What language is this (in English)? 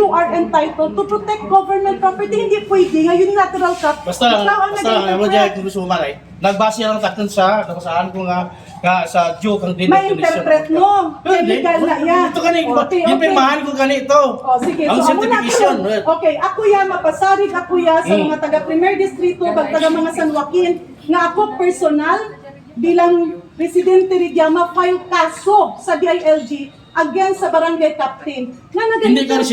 Kinaray-a